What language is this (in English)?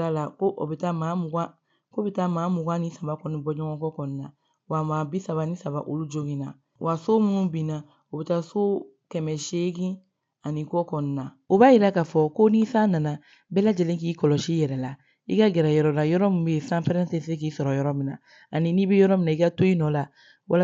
Bambara